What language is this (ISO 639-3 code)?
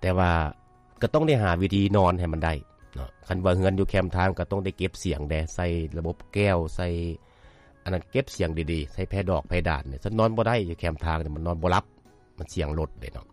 lao